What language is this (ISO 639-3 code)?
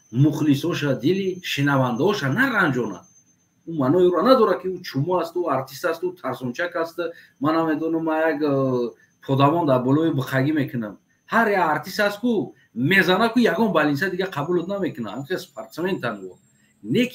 tgk